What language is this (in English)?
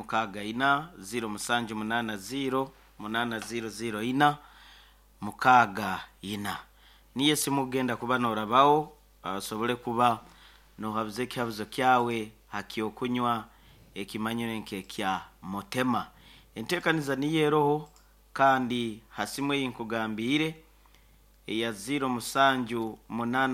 Nyankole